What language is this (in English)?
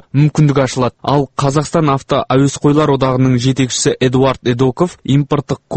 Kazakh